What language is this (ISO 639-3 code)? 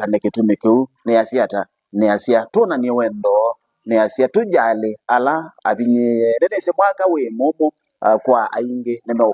kam